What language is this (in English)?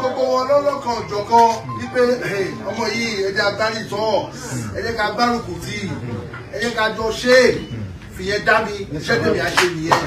Yoruba